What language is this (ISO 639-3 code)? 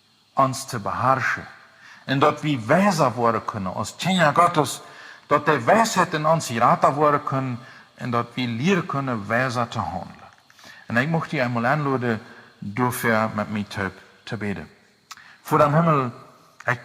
pdt